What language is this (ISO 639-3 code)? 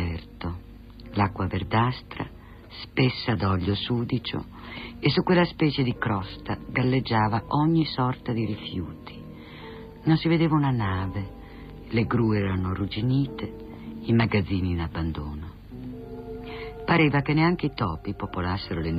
ita